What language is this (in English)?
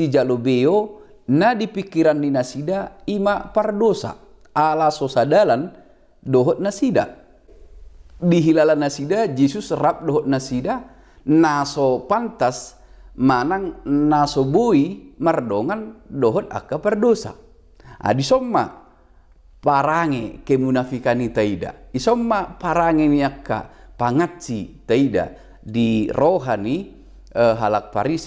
Batak Toba